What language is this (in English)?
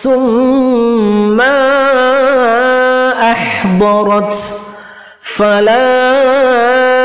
Arabic